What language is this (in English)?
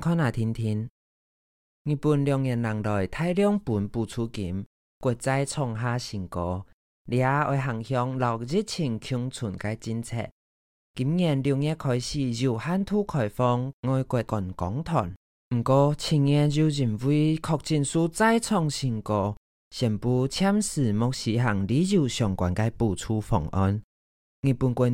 Hakka Chinese